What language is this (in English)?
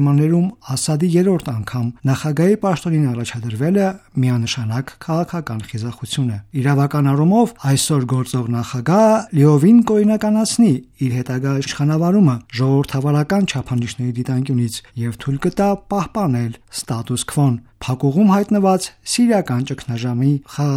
Armenian